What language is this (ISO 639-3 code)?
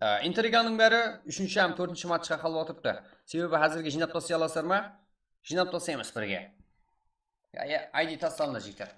kaa